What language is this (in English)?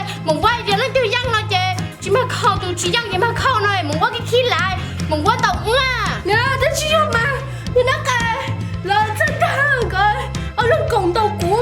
Hmong